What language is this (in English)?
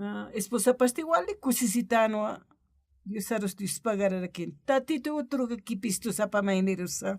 Aymara